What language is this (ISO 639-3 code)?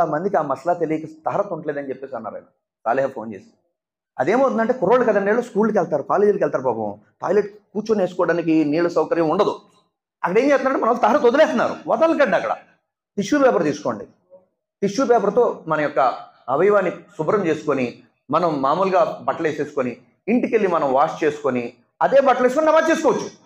tel